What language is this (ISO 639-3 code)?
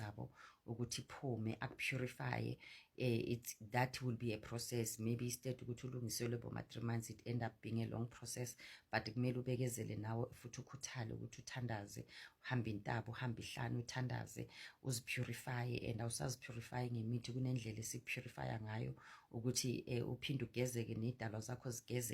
zul